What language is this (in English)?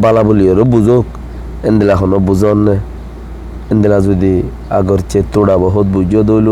Rohingya